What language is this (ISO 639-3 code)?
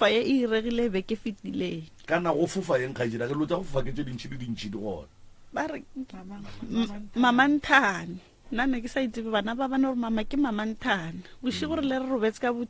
nso